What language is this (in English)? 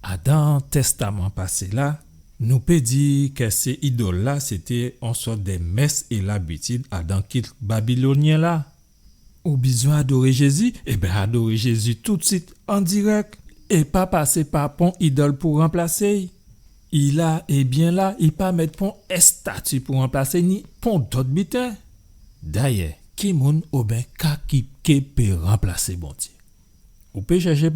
Guadeloupean Creole French